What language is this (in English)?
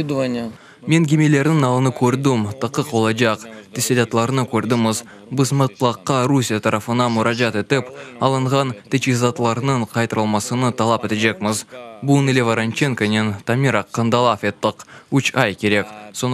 Crimean Tatar